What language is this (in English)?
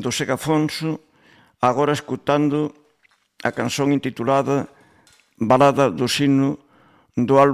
Galician